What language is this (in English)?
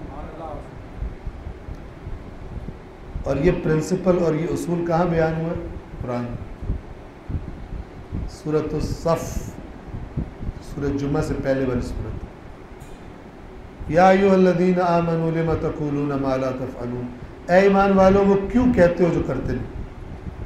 Urdu